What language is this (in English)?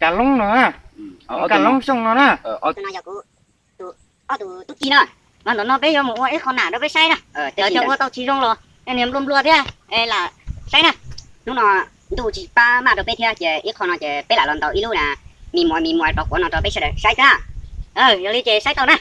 Hmong